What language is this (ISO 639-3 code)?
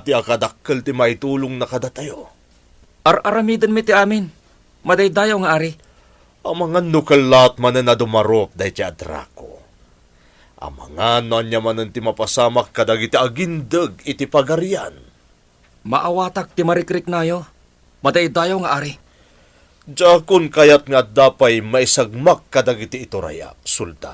ilo